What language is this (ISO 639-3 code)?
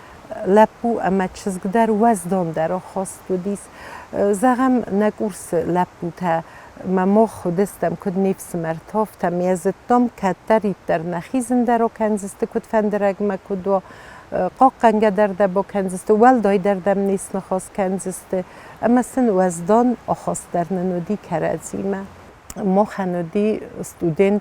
oss